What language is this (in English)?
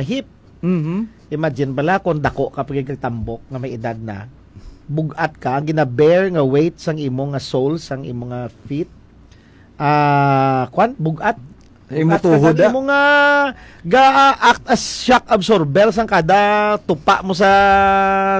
Hiligaynon